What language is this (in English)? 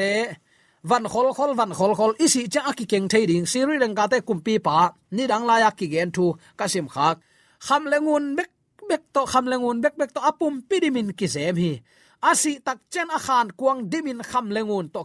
Tedim Chin